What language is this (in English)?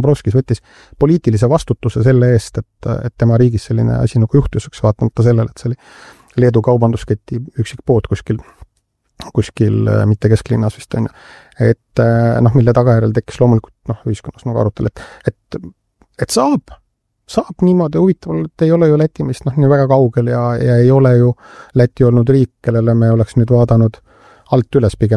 Estonian